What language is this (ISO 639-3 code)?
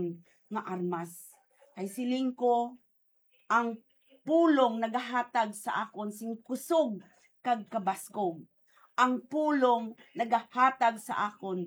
hil